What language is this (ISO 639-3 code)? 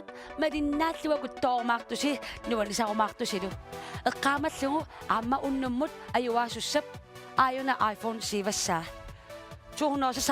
kal